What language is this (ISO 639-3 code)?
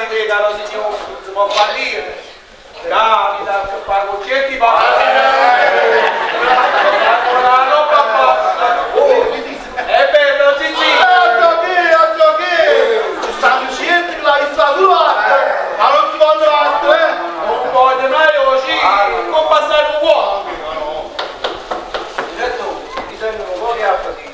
ita